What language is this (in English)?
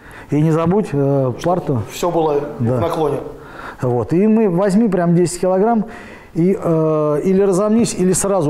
Russian